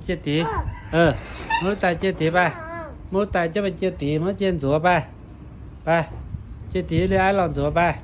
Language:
Hmong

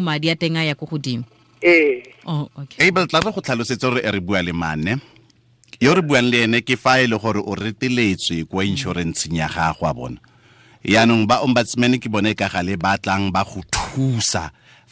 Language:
Tswana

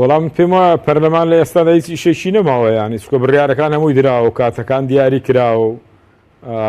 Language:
Central Kurdish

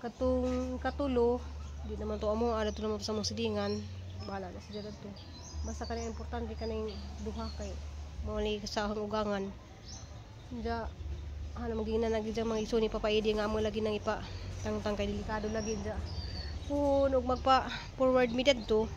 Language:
Cebuano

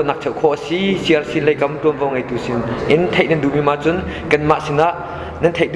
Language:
Hakha Chin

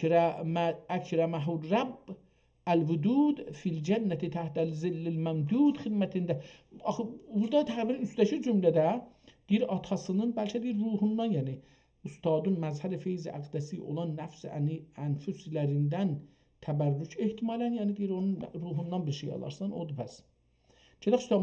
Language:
South Azerbaijani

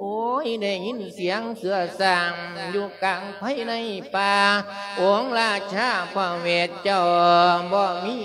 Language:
Lao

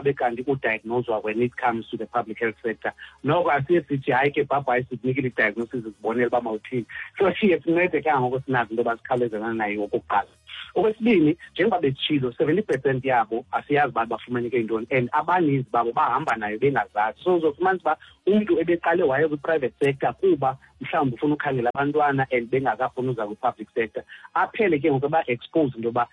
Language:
Xhosa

